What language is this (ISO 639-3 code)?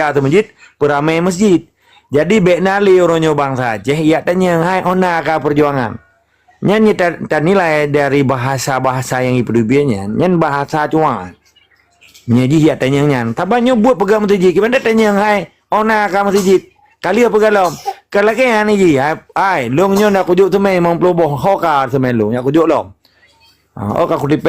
ace